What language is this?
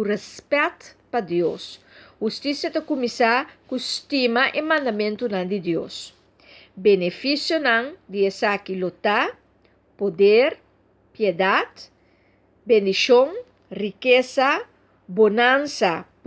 Papiamento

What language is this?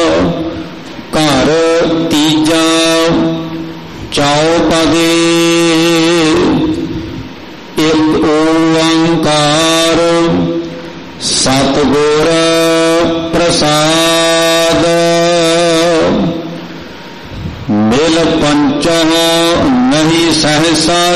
Punjabi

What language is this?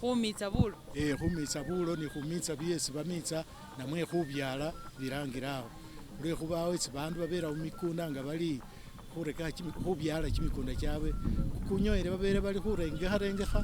Masaaba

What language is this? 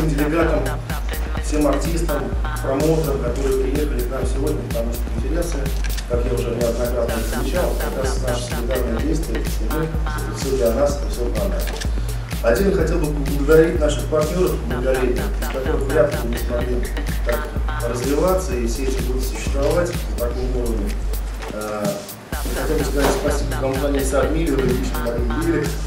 Russian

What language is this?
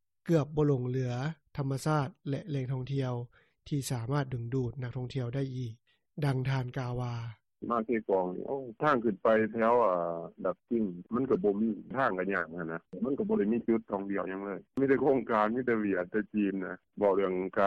Lao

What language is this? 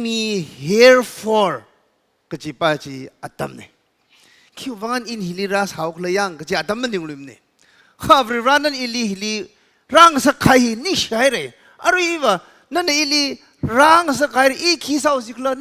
Tangkhul Naga (India)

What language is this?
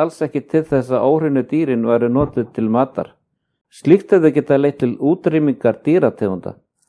Icelandic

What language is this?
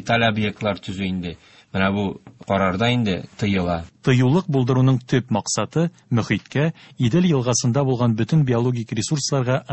Tatar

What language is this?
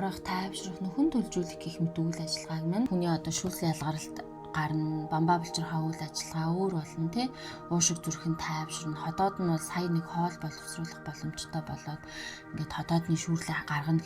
Mongolian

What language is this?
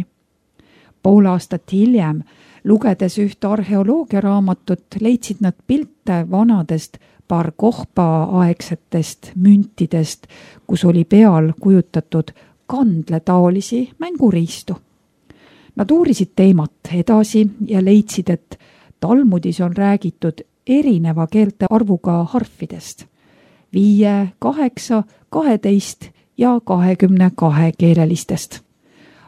Estonian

